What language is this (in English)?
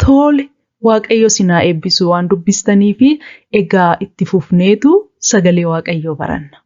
Oromo